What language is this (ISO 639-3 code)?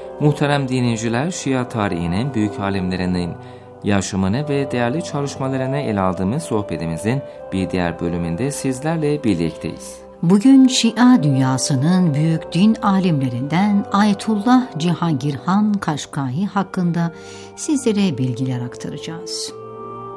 tur